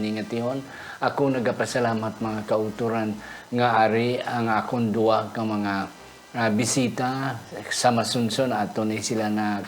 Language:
Hiligaynon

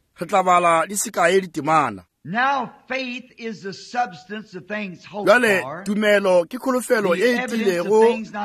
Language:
Northern Sotho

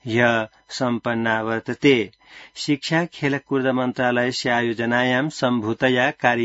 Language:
Sanskrit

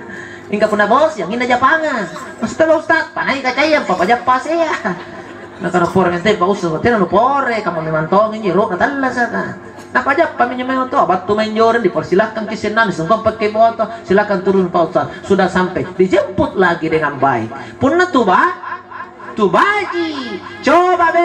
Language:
Makasar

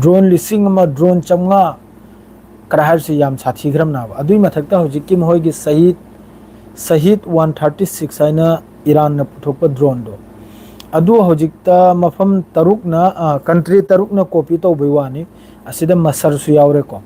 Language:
Manipuri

